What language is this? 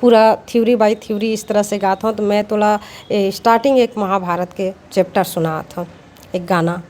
Chhattisgarhi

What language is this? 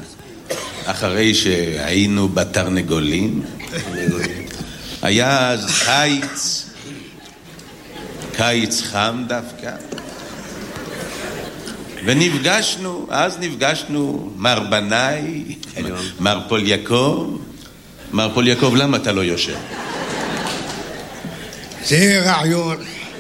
Hebrew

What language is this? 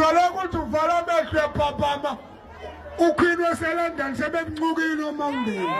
Zulu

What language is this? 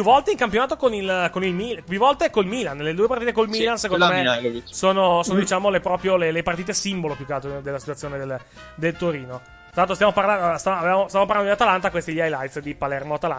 Italian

